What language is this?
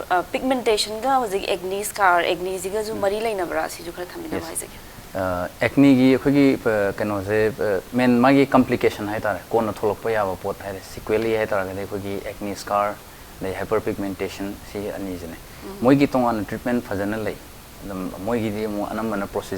Manipuri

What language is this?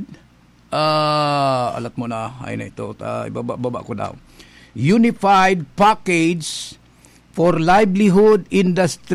Bikol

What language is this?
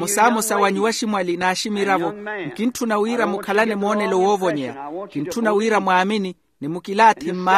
Makhuwa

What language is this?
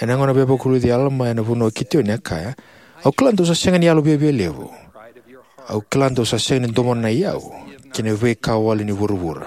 Fijian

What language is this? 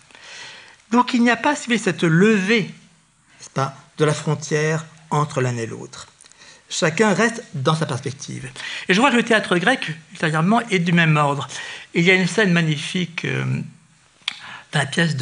French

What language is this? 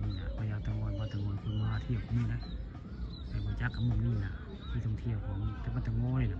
Northeastern Thai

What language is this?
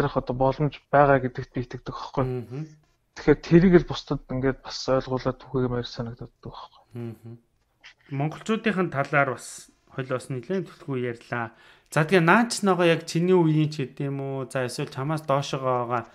Mongolian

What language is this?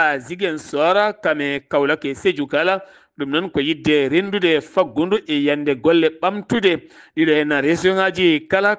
Fula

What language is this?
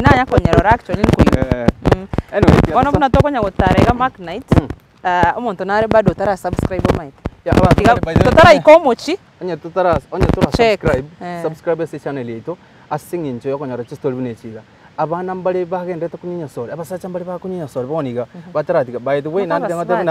Gusii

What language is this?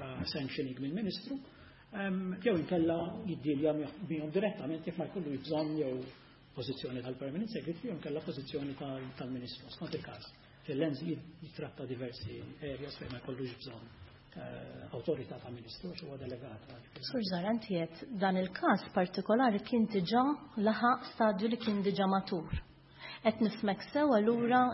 Maltese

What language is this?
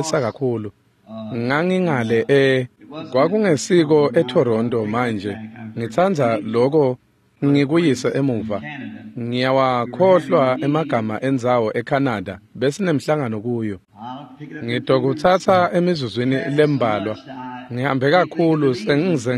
Swati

